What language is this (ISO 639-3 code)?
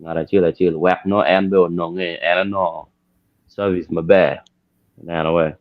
ach